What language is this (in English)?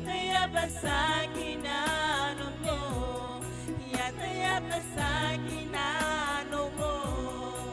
Gilbertese